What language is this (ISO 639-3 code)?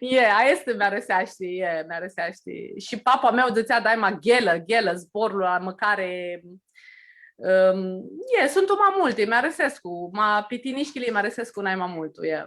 rup